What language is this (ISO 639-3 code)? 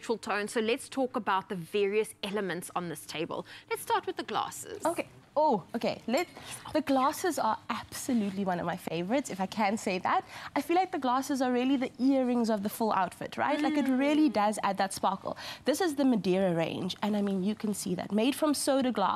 eng